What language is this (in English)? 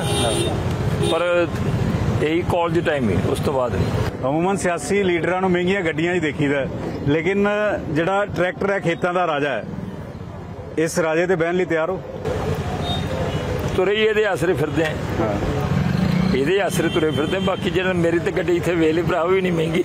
Punjabi